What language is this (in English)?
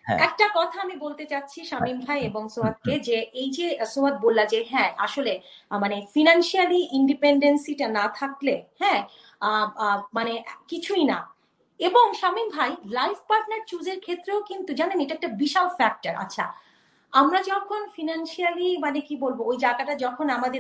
Bangla